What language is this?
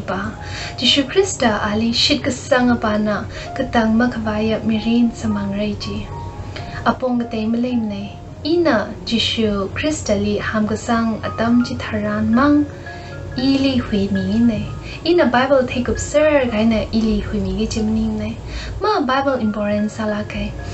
Tangkhul Naga (India)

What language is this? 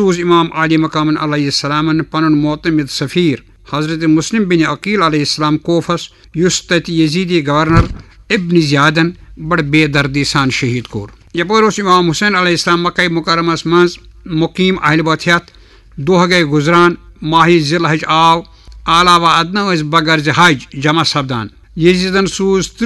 Kashmiri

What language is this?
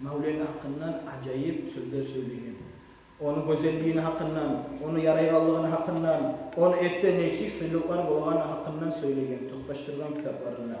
Kumyk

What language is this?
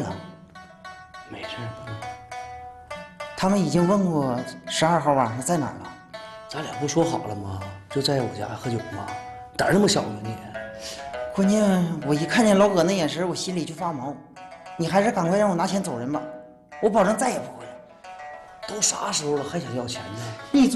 Chinese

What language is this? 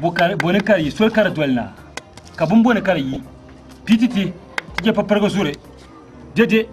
Dagbani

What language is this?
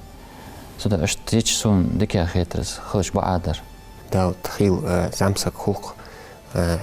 Ingush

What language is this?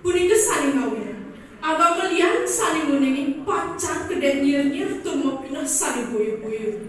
Balinese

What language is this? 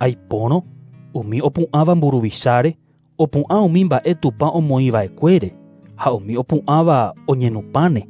Guarani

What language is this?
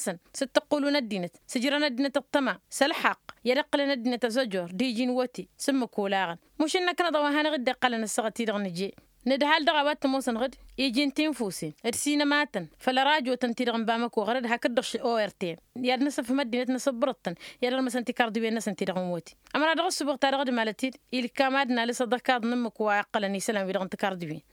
Tamasheq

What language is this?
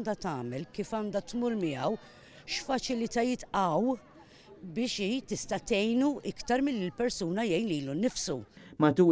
Maltese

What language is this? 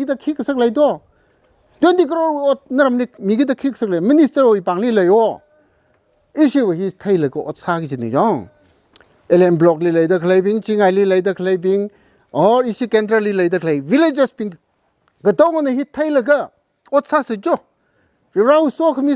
Tangkhul Naga (India)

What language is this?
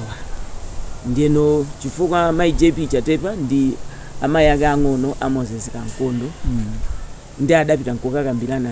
Nyanja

